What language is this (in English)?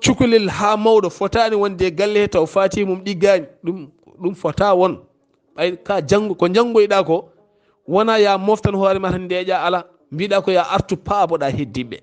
Fula